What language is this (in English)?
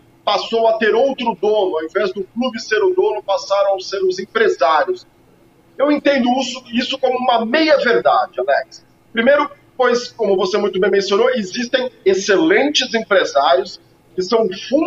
Portuguese